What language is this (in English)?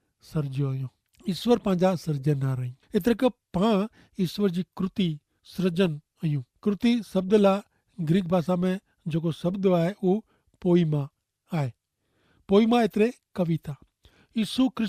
Kachhi